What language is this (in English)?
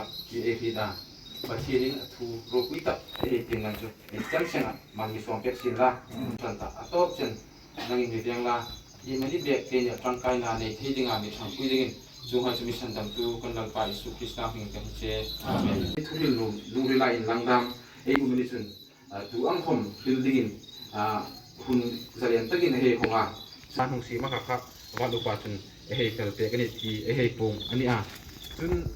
Hmar